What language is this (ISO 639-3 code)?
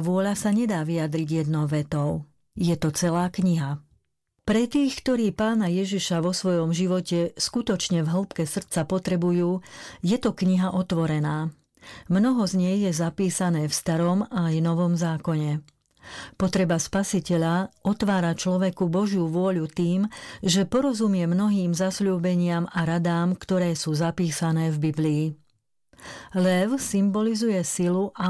slk